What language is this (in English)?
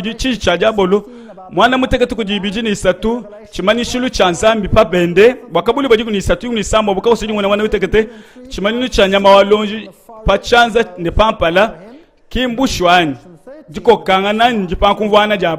Luba-Lulua